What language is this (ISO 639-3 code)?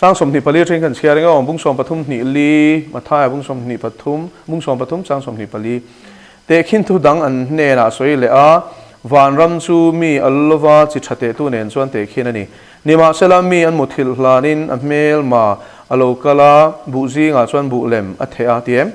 lus